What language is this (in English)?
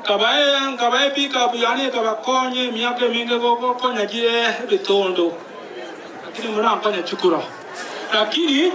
Gusii